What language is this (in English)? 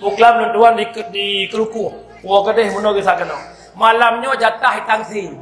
Achinese